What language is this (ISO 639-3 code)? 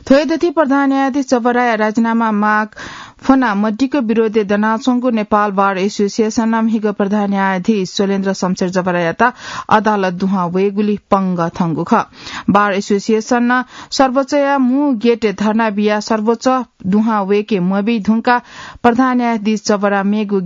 new